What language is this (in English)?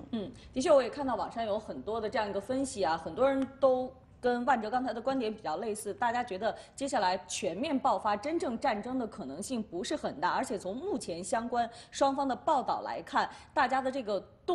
Chinese